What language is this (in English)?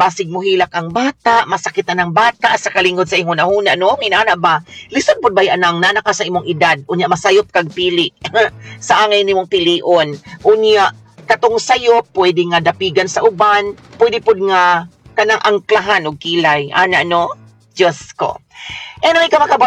Cebuano